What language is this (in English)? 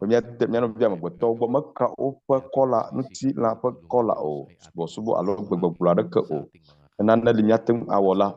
Ewe